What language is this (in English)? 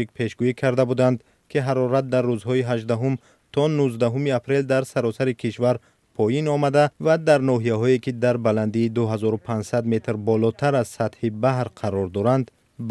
Tajik